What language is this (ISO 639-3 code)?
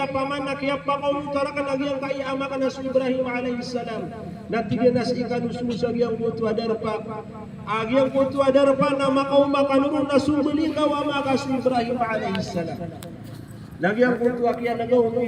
mrw